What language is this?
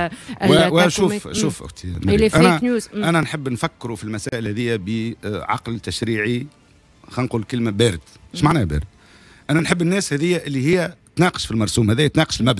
Tunisian Arabic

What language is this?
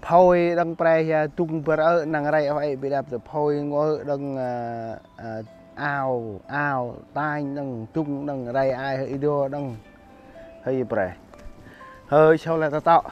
Central Mnong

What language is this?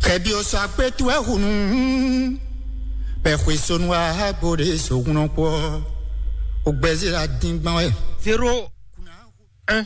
Fon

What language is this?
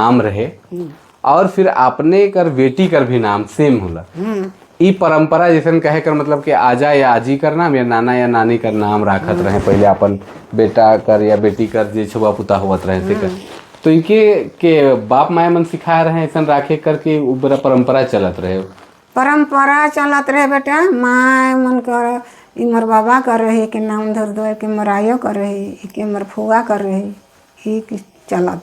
Sadri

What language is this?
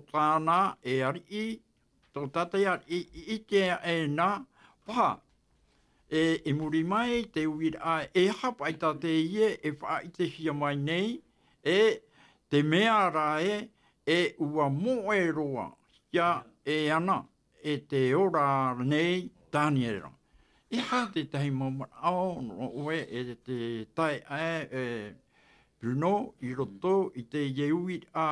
Tahitian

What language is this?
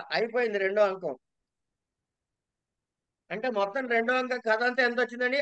Telugu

